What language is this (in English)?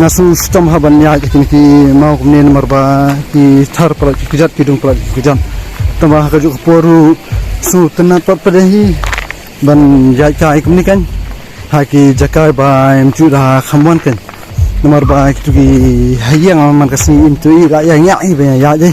Khasi